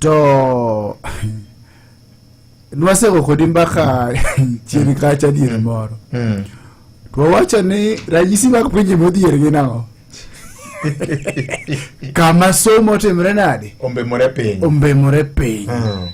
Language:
Luo (Kenya and Tanzania)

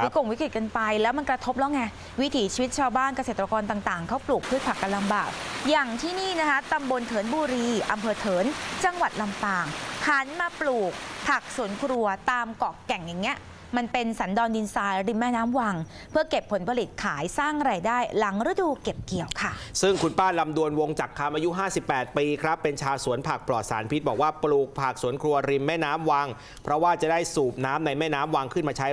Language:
Thai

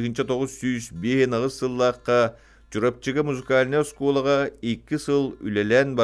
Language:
Yakut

